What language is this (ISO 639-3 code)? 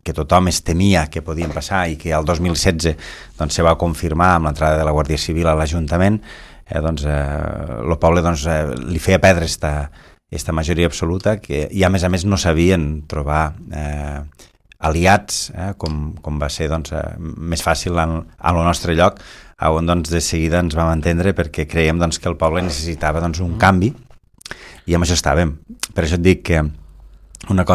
cat